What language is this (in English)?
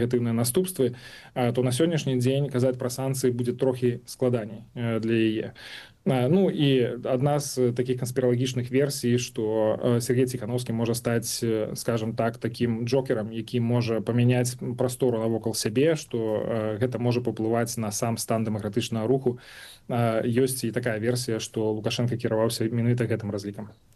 Belarusian